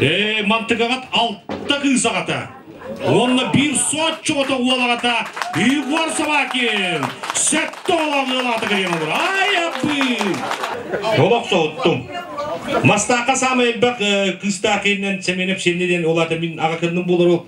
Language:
Yakut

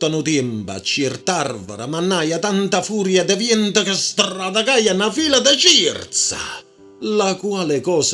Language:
Neapolitan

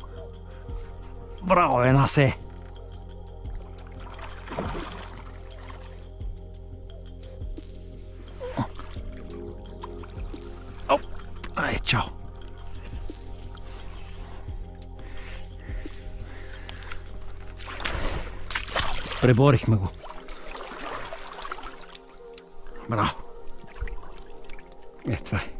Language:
Bulgarian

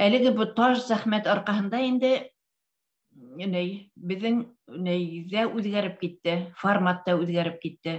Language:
Bashkir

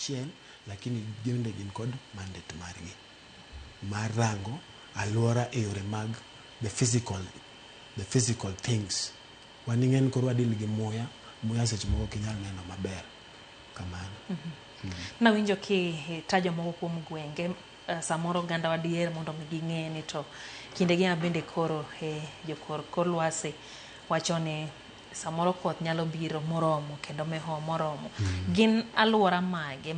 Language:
Luo (Kenya and Tanzania)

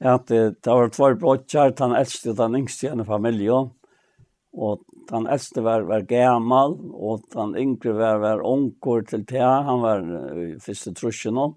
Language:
Faroese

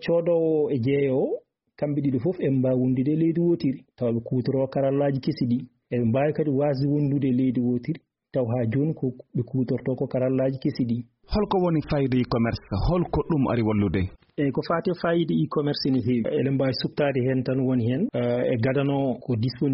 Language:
Fula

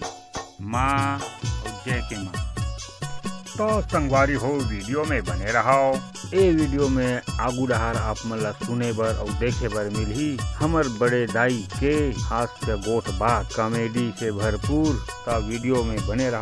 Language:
Chhattisgarhi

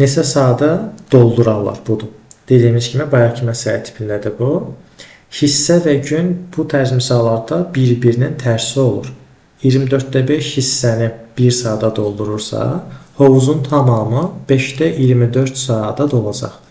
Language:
Azerbaijani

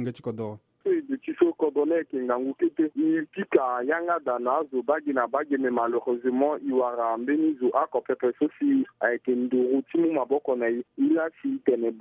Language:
Sango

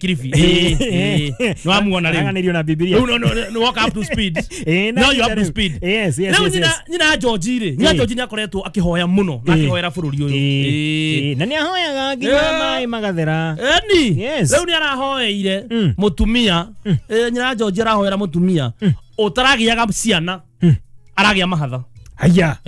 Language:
Kikuyu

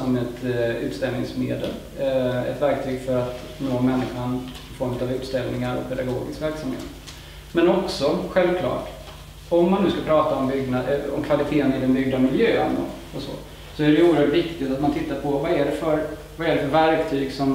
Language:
Swedish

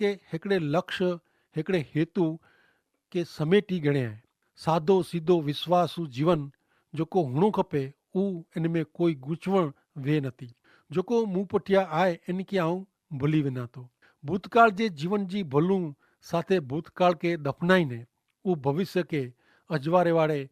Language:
Kachhi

